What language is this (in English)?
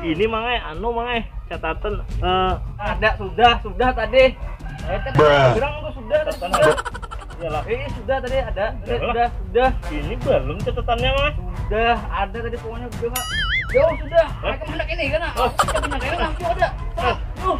Banjar